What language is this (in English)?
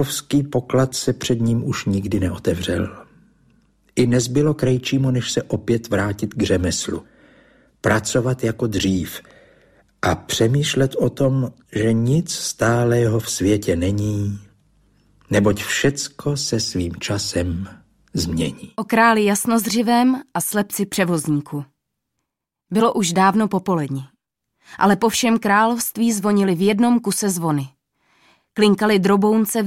Czech